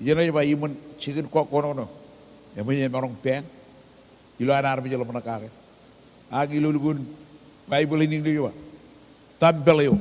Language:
Marshallese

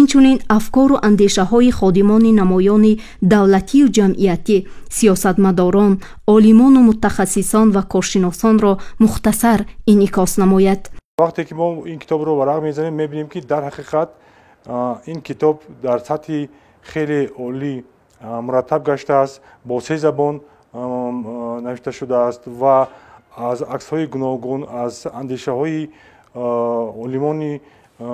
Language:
Tajik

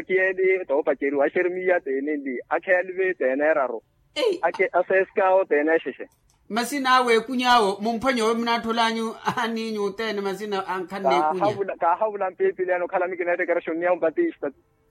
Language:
Makhuwa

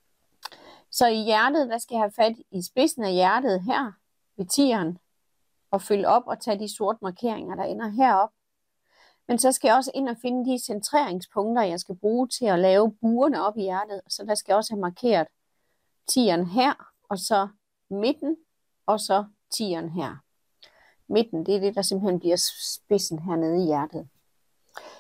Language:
Danish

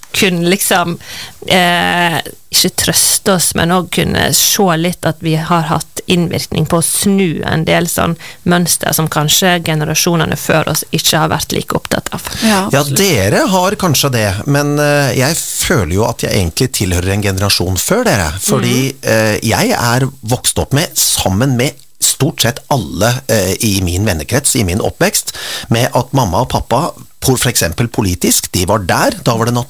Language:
Norwegian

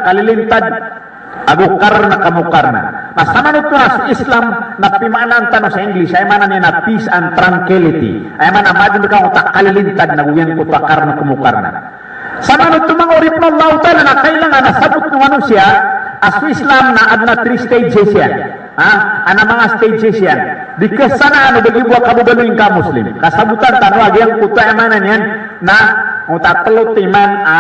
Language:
Maranao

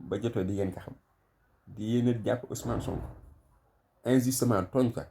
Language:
Wolof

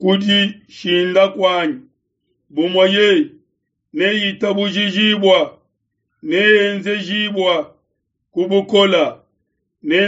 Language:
Luba-Lulua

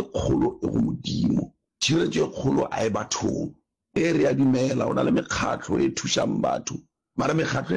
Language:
Northern Sotho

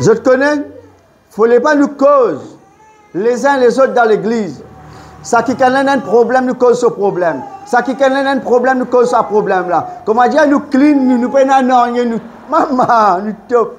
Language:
Morisyen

